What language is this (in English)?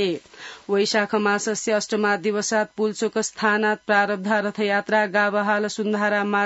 Sanskrit